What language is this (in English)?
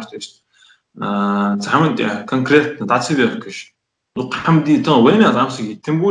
Ingush